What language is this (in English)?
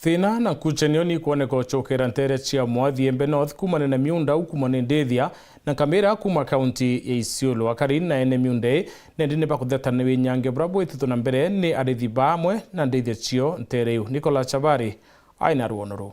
Meru